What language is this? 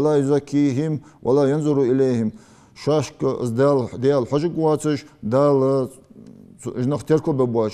Ingush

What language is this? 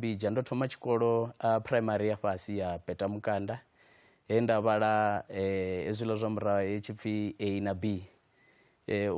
Venda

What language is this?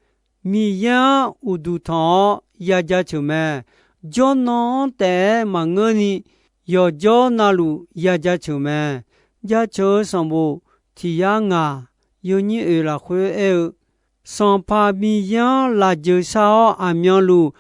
Akha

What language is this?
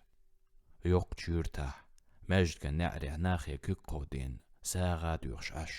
Chechen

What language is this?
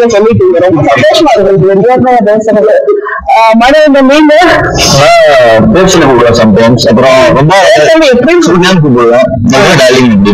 Tamil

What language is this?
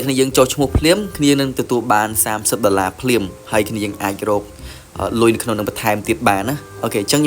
Khmer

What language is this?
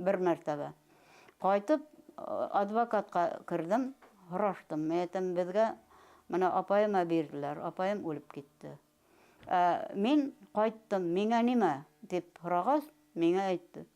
Bashkir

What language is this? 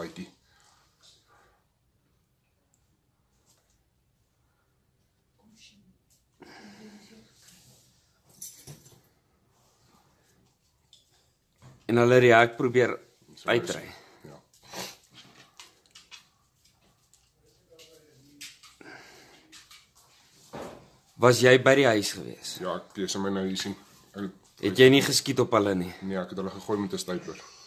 Afrikaans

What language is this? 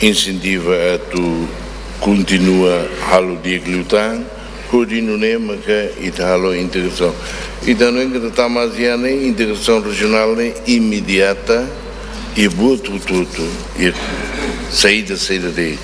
Tetum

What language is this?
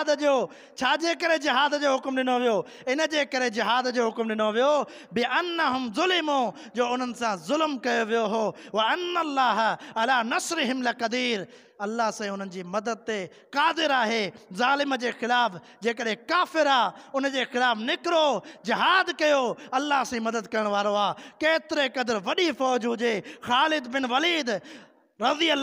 Sindhi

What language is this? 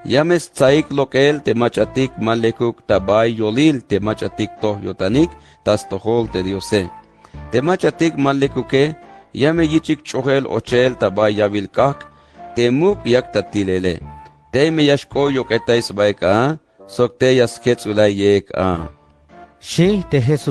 Tzeltal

